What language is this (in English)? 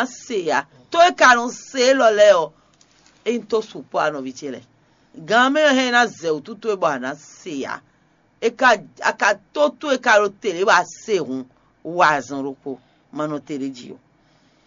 Fon